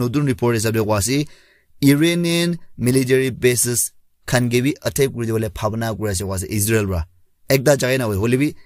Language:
Naga Pidgin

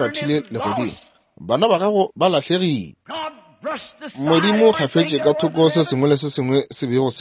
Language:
Northern Sotho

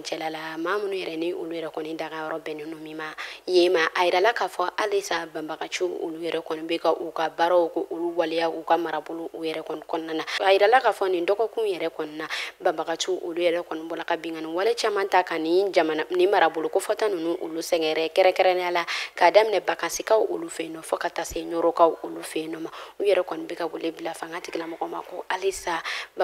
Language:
Bambara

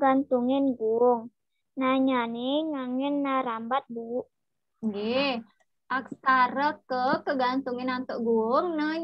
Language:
Balinese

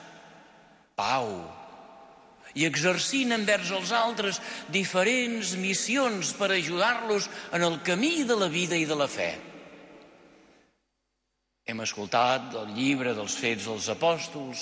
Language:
Catalan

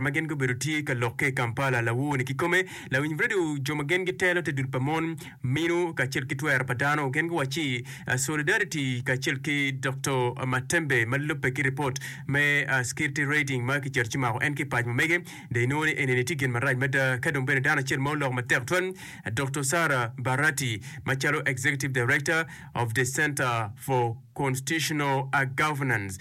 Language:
Acoli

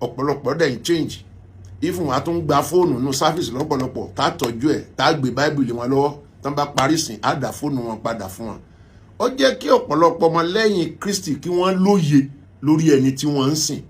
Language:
Yoruba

